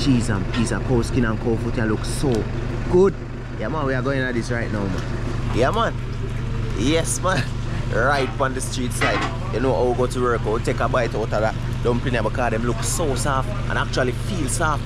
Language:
Jamaican Creole English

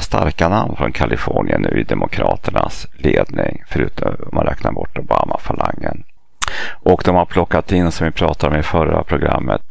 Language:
Swedish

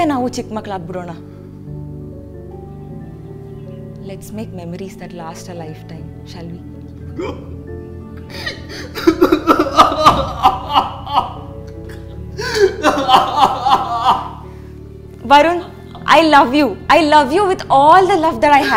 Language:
Kannada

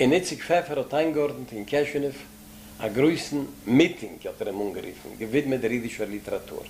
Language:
Yiddish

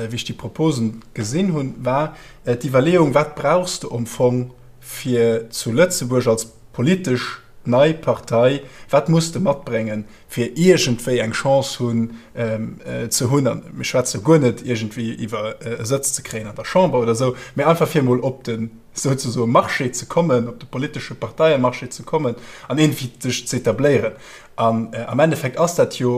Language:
Luxembourgish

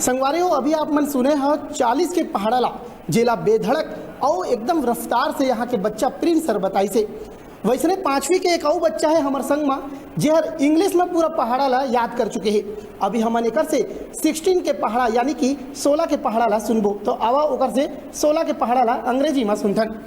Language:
Chhattisgarhi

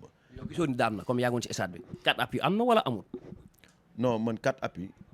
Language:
Wolof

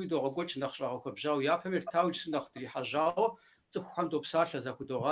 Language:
Kabardian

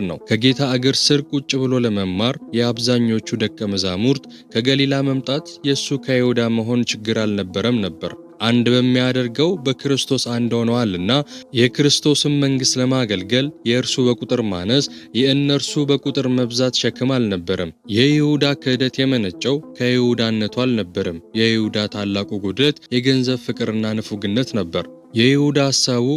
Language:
Amharic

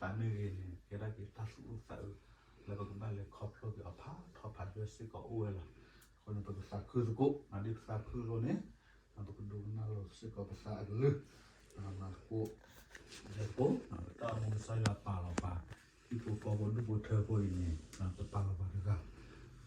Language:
S'gaw Karen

